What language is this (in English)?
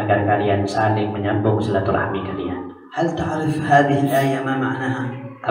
Indonesian